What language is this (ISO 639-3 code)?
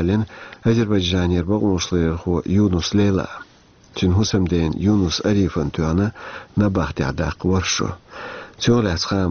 che